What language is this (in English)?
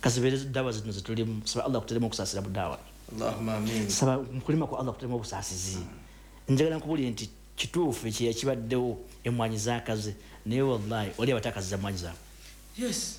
Ganda